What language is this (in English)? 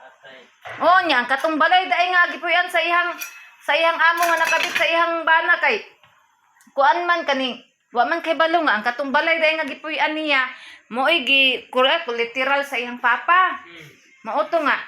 Cebuano